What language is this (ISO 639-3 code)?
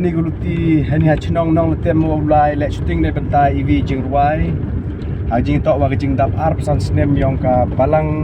kha